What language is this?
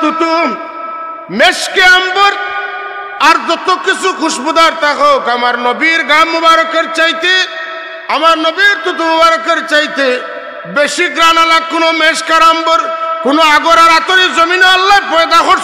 Sylheti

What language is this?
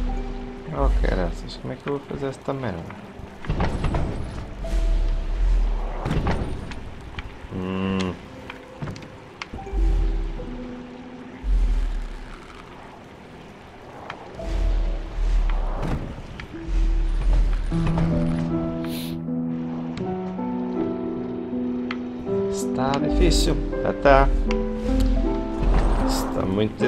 Portuguese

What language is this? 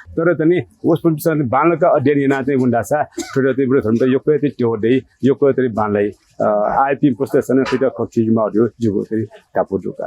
Newari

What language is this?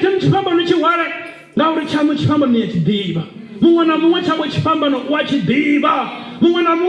Venda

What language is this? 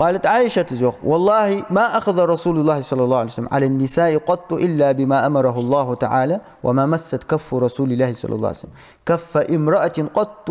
Ingush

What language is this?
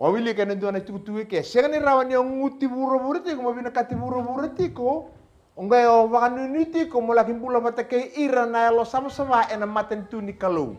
Fijian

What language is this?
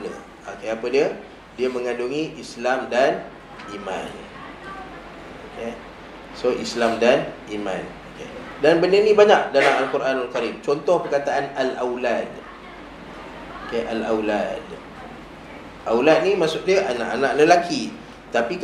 Malay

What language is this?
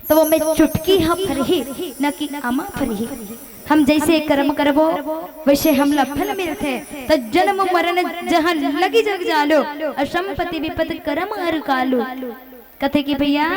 Chhattisgarhi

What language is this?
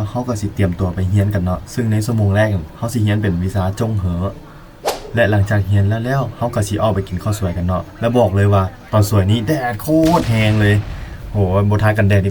Lao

